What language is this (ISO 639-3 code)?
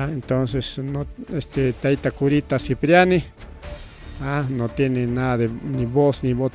quy